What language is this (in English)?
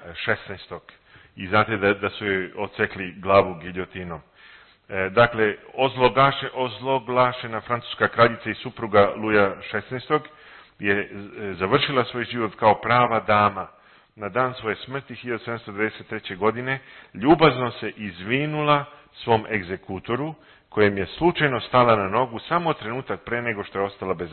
Serbian